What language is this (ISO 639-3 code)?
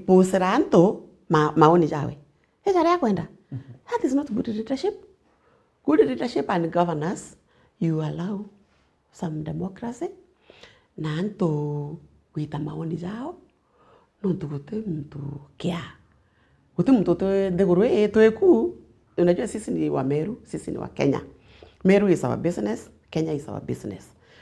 mer